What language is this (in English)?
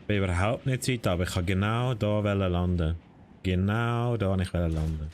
Swiss German